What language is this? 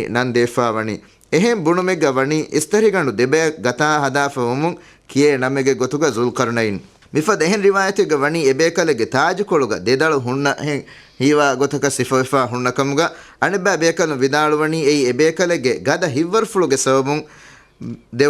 Divehi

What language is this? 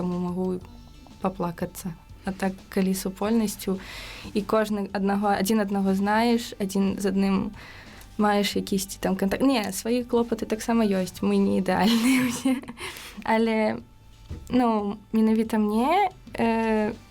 Belarusian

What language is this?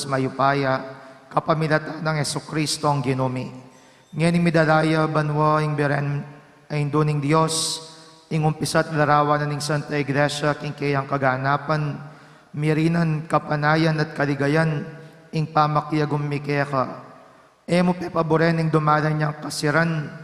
Pampanga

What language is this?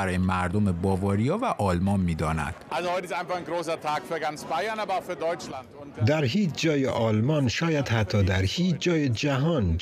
Persian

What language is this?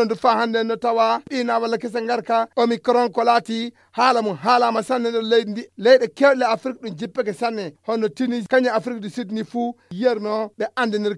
Fula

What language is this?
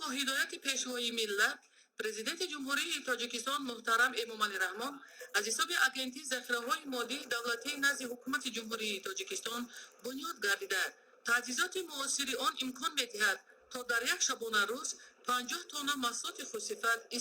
Tajik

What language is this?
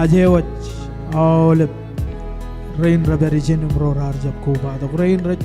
Marshallese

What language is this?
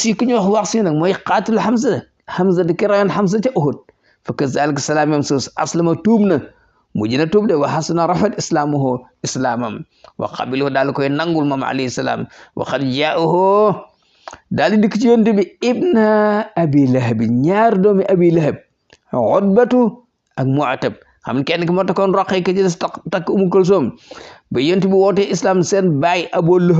Wolof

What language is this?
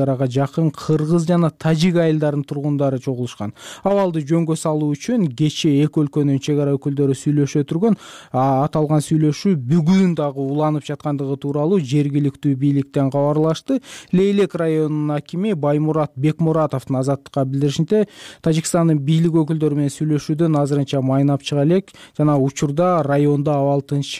Kyrgyz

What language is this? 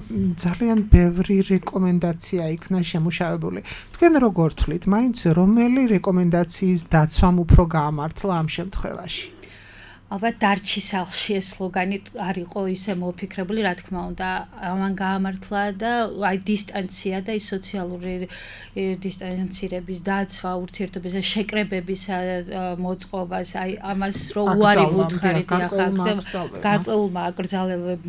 Georgian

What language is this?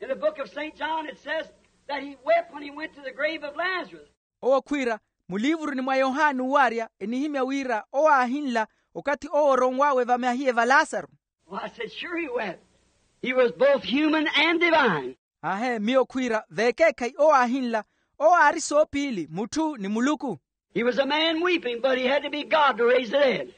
Makhuwa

